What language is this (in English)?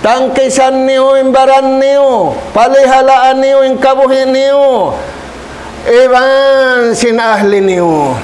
Tausug